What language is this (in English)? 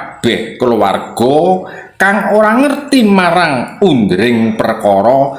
Javanese